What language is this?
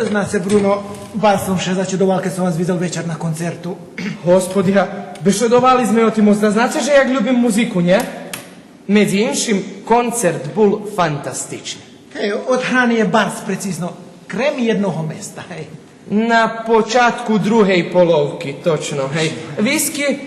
Rusyn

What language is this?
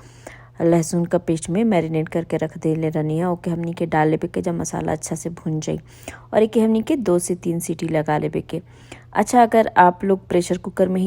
Bhojpuri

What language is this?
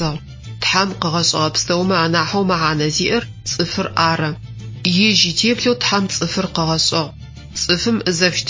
Adyghe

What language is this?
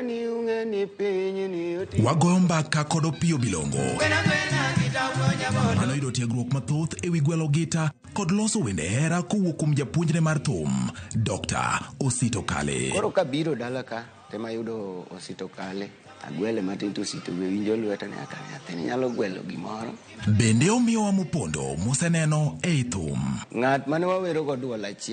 Luo (Kenya and Tanzania)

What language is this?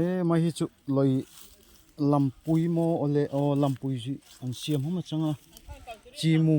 Darlong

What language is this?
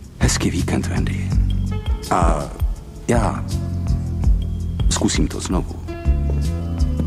Czech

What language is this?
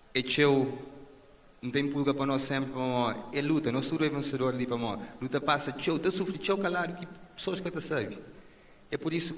Kabuverdianu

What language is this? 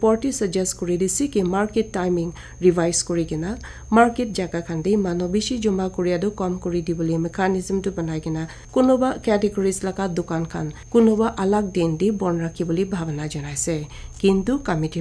Naga Pidgin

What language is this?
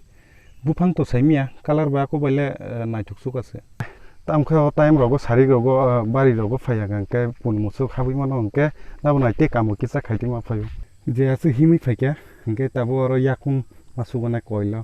Kok Borok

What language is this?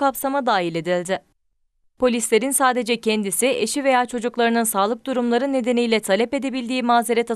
Turkish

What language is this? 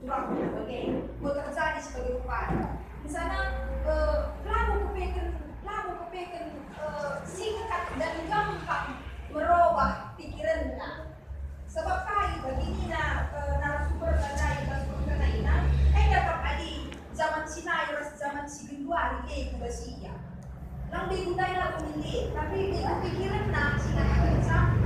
Batak Karo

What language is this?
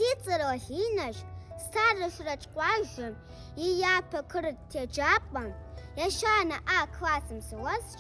Kabardian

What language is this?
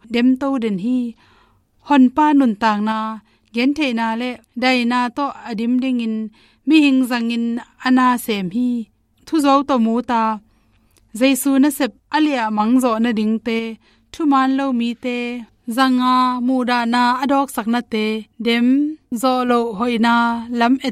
Tedim Chin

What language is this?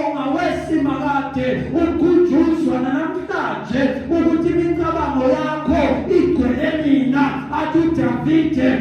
Zulu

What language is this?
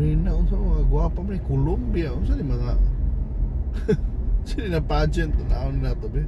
Cebuano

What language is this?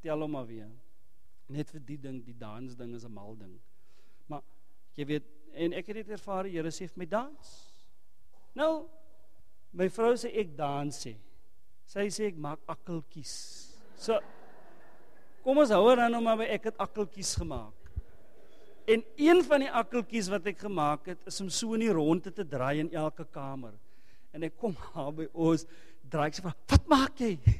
Afrikaans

